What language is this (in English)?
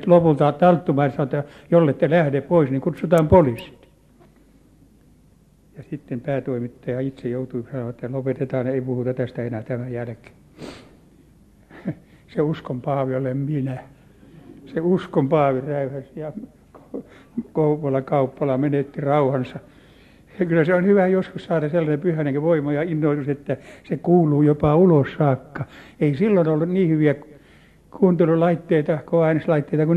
Finnish